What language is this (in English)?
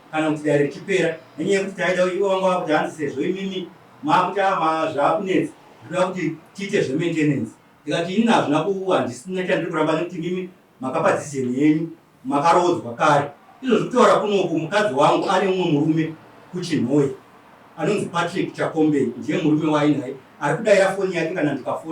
Shona